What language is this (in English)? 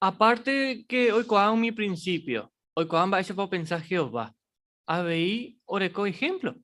Guarani